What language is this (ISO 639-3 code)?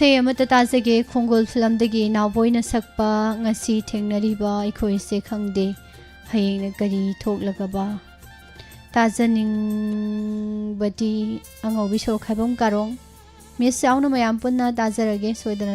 mni